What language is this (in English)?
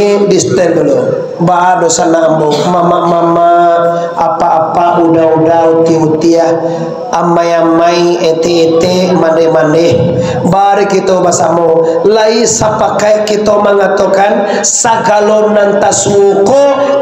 Minangkabau